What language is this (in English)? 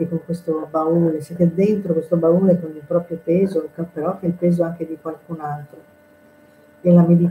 Italian